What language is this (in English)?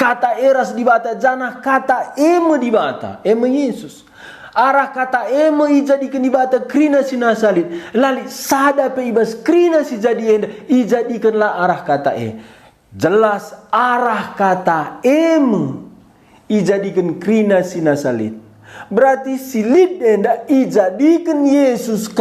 Batak Karo